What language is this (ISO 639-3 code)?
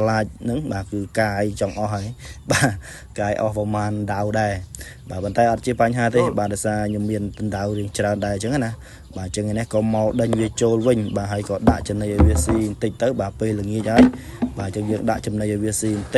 khm